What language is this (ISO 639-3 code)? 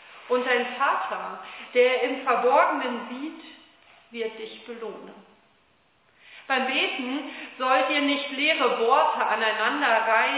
deu